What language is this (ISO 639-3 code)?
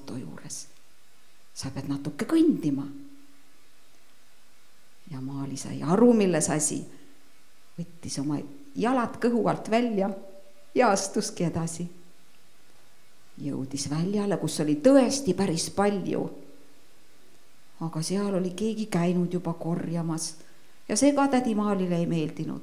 est